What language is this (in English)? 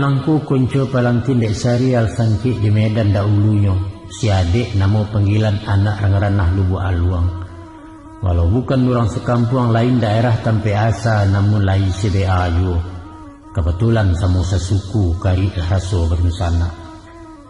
Minangkabau